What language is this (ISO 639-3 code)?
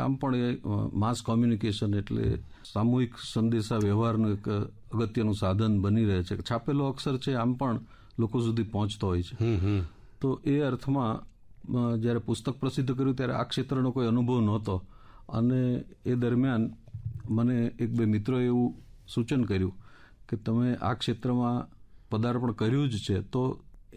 guj